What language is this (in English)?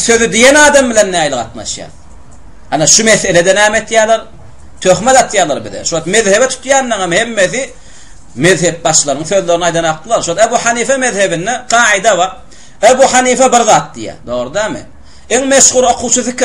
Turkmen